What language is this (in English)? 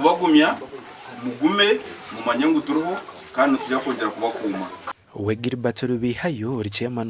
Nyankole